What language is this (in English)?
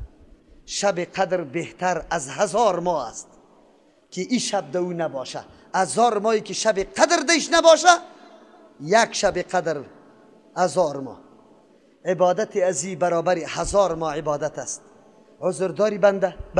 Persian